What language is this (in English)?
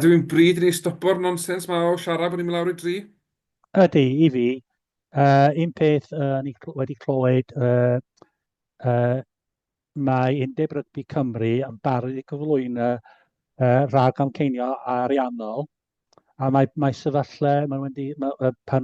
Welsh